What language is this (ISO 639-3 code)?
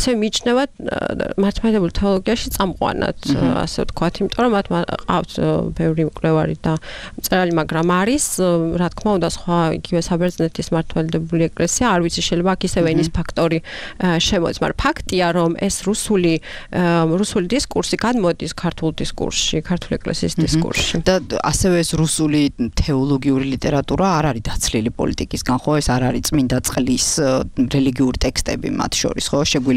kat